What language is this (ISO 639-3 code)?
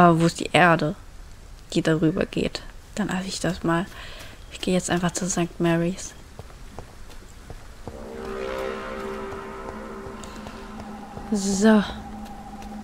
deu